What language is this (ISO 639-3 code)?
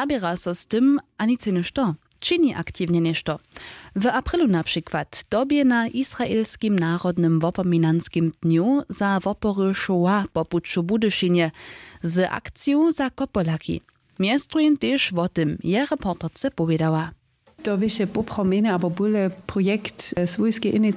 hsb